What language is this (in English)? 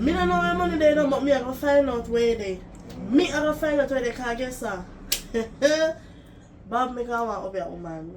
Jamaican Creole English